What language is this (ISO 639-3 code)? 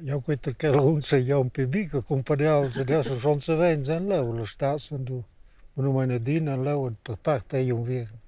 roh